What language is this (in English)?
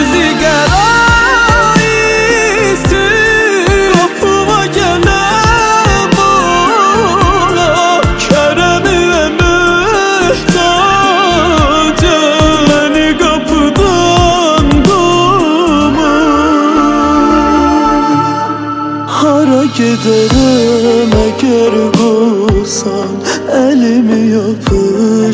Azerbaijani